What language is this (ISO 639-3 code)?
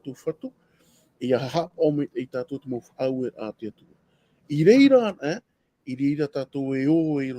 tah